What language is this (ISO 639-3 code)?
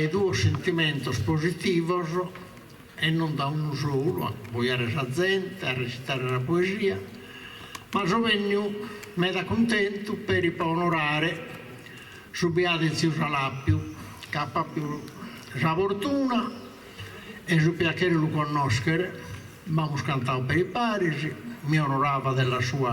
srd